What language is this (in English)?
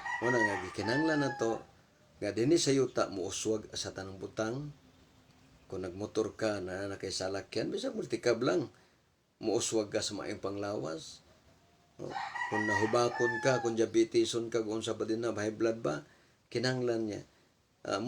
Cebuano